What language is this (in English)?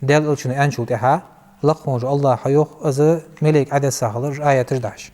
Ingush